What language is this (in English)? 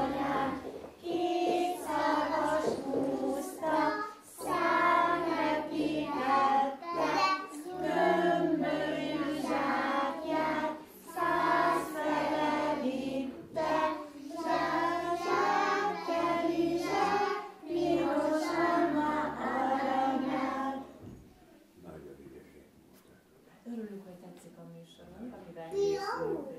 Hungarian